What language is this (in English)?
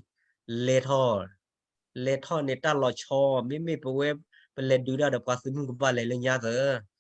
S'gaw Karen